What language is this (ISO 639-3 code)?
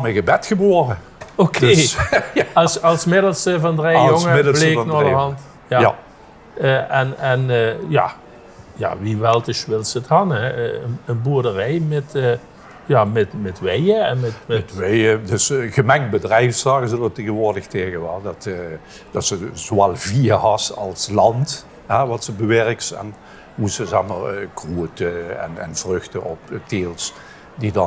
lim